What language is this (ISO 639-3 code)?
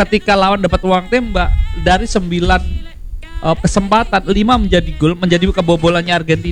ind